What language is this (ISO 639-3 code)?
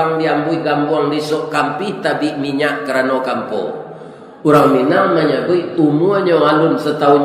min